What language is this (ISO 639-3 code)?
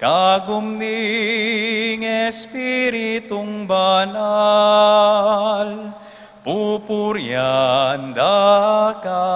pam